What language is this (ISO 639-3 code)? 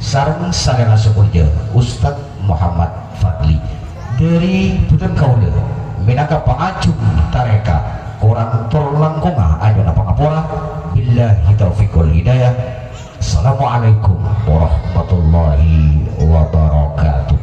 mad